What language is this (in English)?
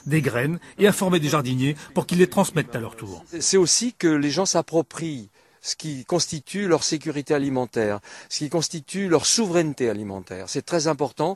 French